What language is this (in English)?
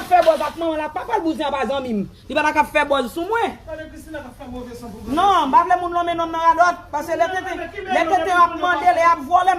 Haitian Creole